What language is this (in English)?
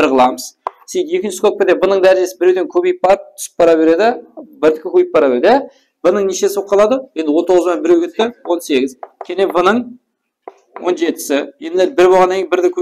Kara-Kalpak